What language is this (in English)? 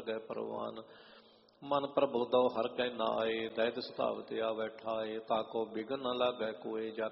Punjabi